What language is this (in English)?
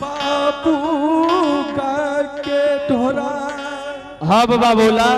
Angika